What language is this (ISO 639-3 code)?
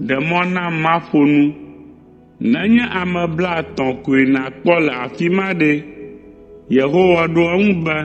ewe